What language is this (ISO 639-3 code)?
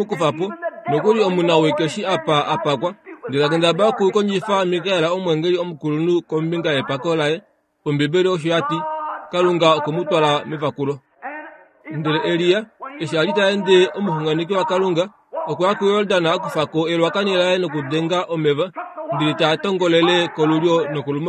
kua